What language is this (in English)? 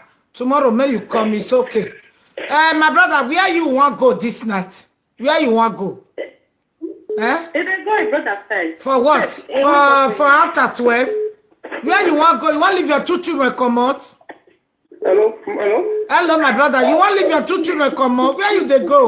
Nigerian Pidgin